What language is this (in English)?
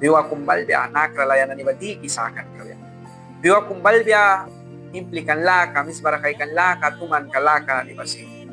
Mískito